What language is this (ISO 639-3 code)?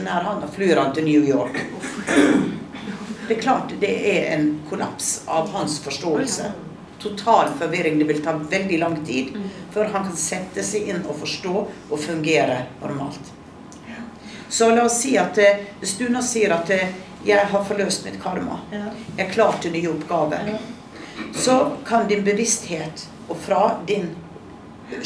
nor